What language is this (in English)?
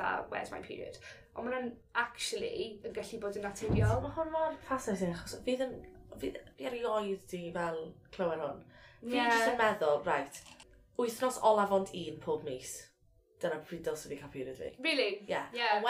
Welsh